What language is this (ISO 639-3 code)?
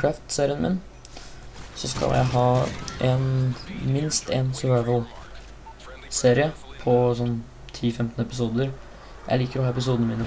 nor